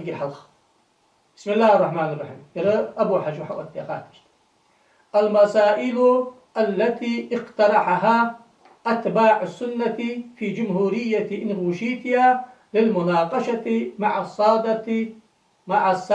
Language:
Ingush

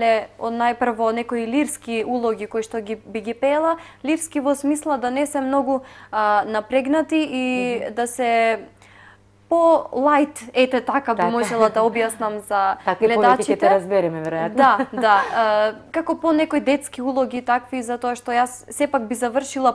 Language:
Macedonian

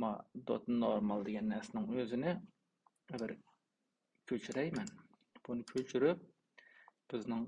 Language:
Uyghur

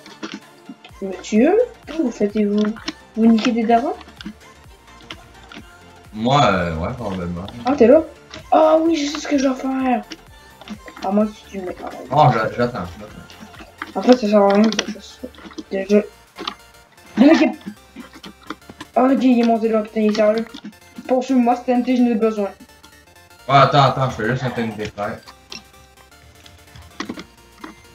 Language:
French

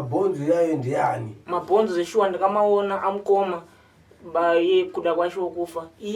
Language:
Shona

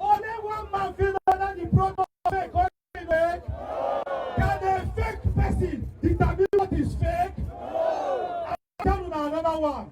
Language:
Nigerian Pidgin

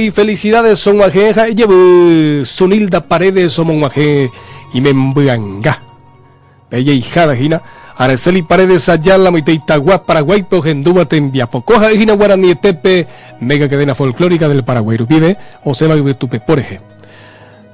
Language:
Guarani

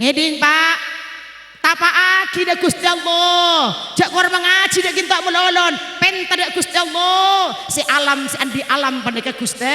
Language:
Madurese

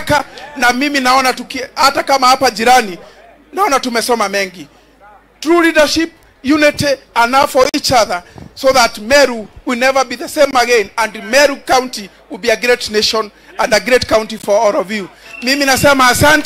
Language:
Meru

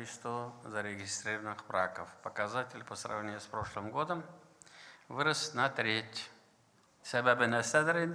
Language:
Tatar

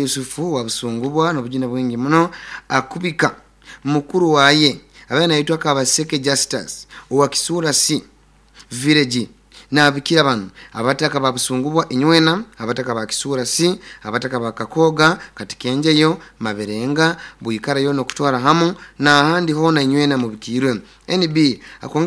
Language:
Nyoro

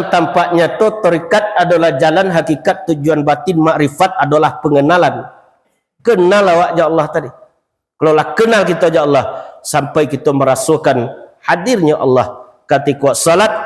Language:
Minangkabau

